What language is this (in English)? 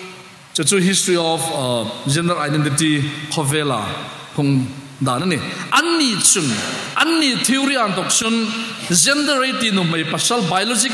Hmar